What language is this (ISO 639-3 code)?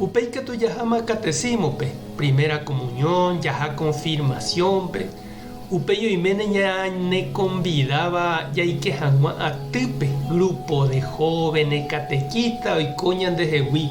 grn